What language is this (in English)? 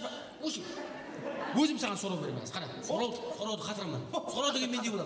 Kara-Kalpak